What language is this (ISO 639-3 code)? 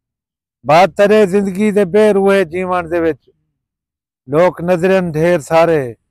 skr